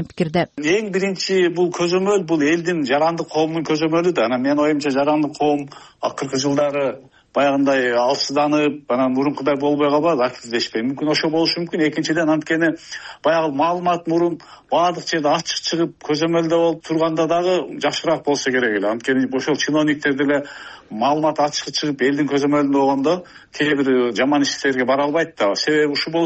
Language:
Kyrgyz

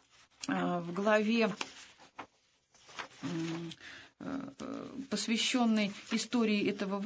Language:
Russian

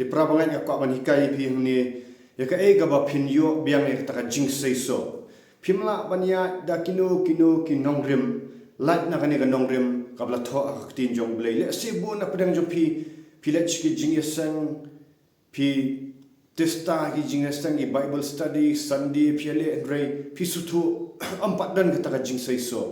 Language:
Khasi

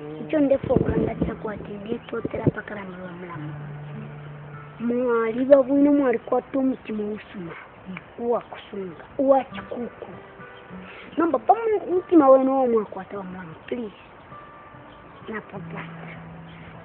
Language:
Bemba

